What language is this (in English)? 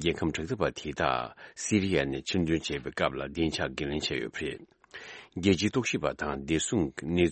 Tibetan